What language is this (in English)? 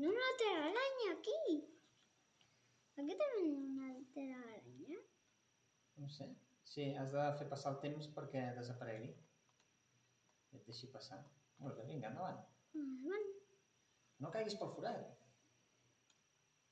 Catalan